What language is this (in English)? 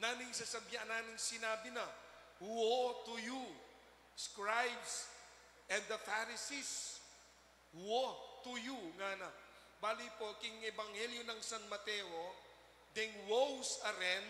Pampanga